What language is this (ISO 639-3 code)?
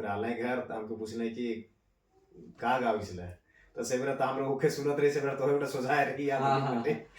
sck